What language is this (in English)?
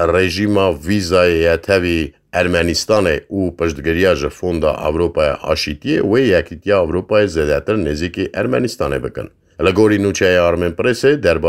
Kurdish